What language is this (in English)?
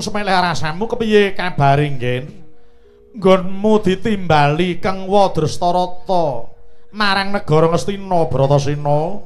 Javanese